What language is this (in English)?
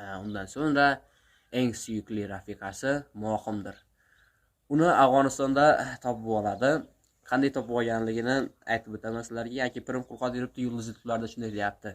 Uzbek